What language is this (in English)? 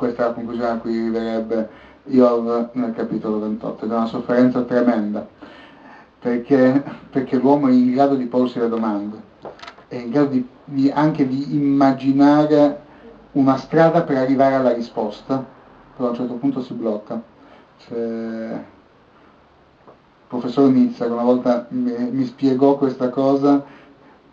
Italian